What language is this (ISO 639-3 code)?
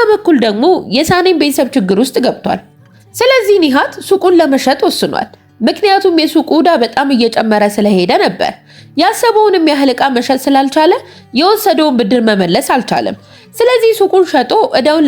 amh